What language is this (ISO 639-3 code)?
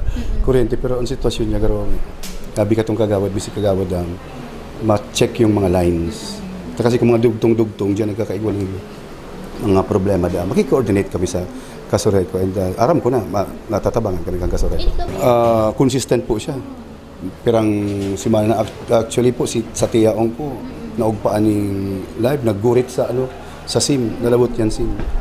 bik